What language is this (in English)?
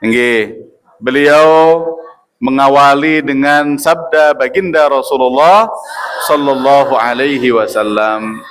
Sasak